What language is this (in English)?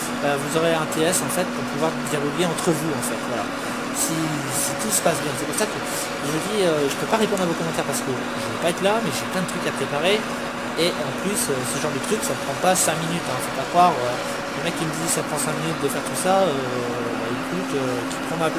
French